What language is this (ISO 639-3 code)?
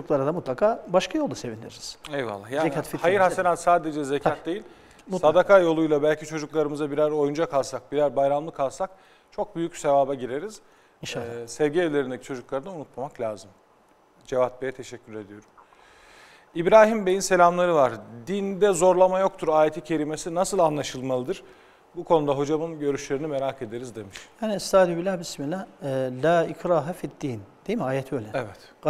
tur